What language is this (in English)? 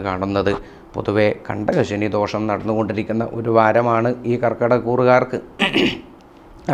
Malayalam